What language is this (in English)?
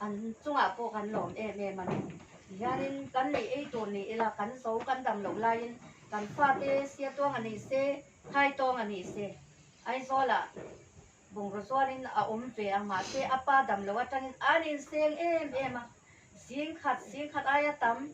Hakha Chin